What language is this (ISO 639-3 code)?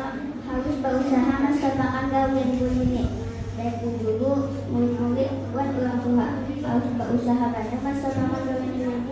bjn